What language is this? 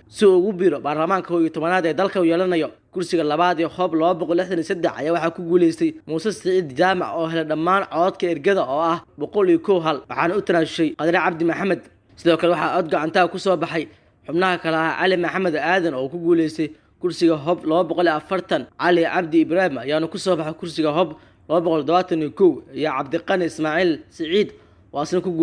Somali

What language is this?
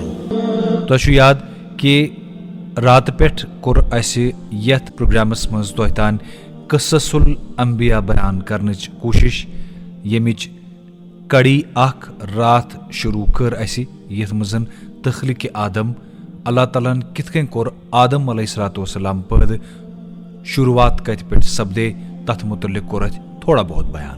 Kashmiri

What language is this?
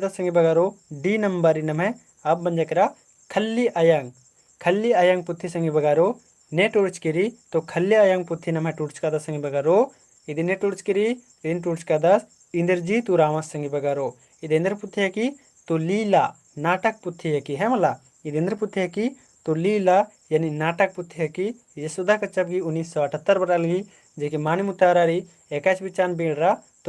Kurukh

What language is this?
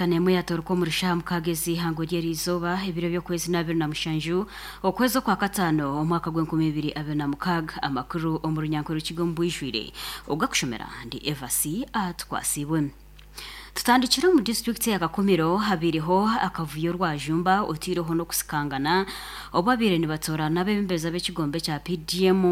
Nyankole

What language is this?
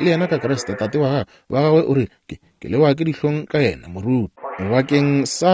Northern Sotho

